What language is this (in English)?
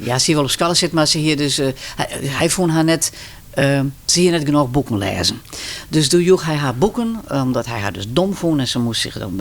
Western Frisian